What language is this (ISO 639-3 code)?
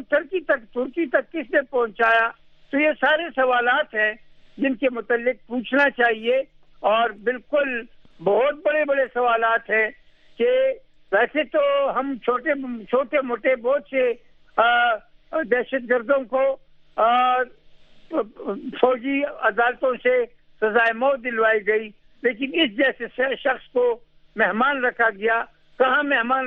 urd